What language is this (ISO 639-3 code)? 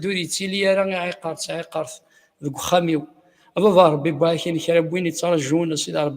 kab